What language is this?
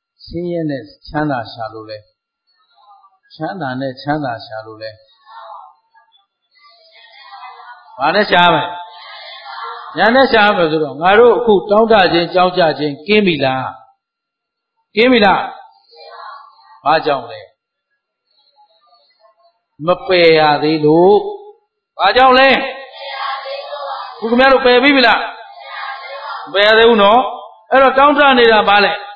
Burmese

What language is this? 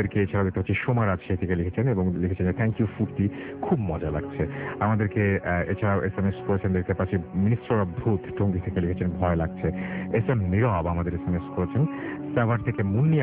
Bangla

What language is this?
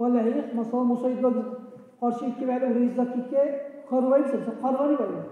Dargwa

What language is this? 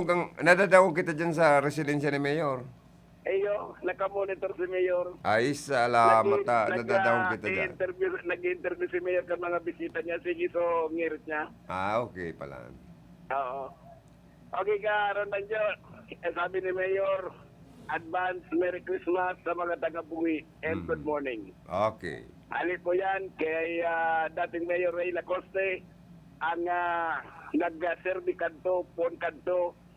Bikol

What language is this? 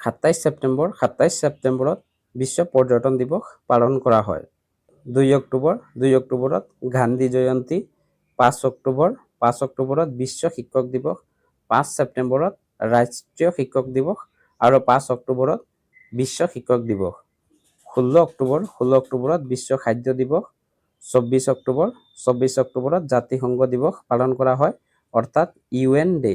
Assamese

